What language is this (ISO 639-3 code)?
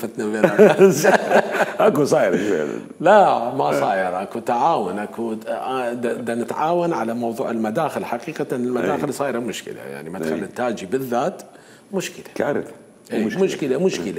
acm